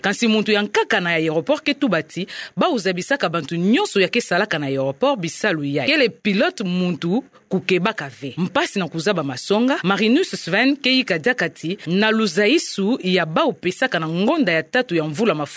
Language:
Kituba (Democratic Republic of Congo)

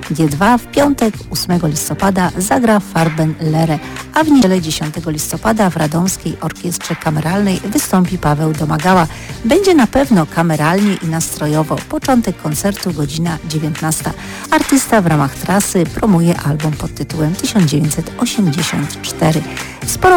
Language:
Polish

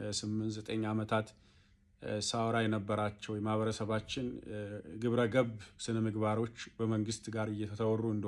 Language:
Amharic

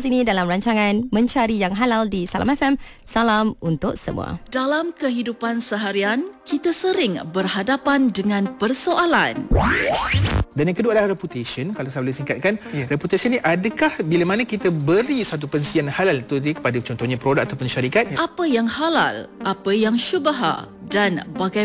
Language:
Malay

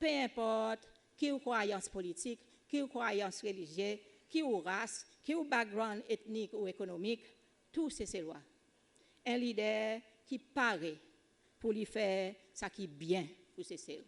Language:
Seselwa Creole French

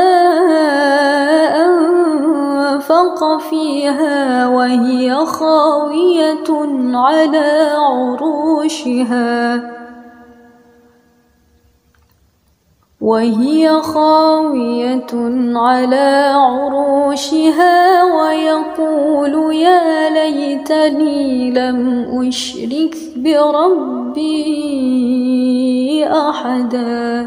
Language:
Arabic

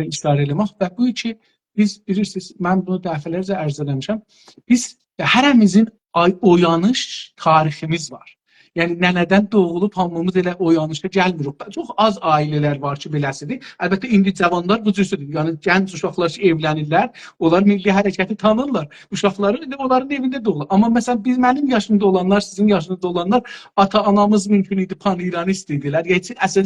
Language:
South Azerbaijani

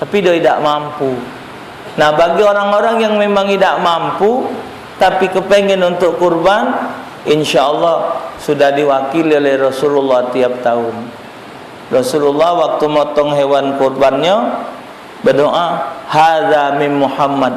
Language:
Musi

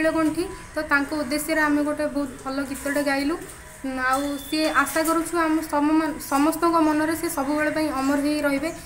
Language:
Odia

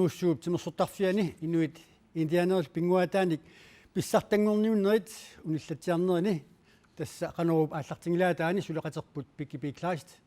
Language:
Kalaallisut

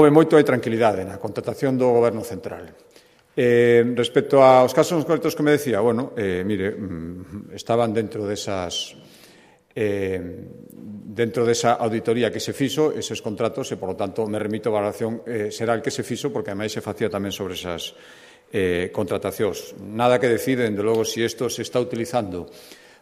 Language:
Galician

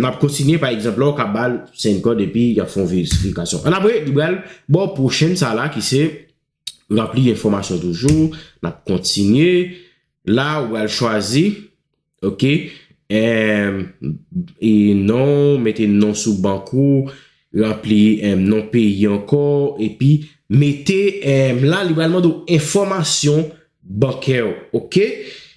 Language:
Haitian Creole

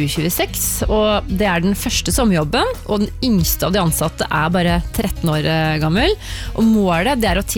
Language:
Norwegian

